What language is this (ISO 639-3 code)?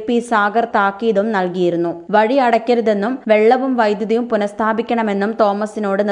mal